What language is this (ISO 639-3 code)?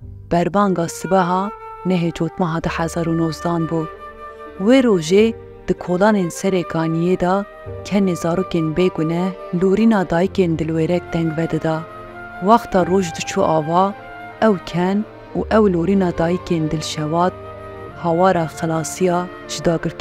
kur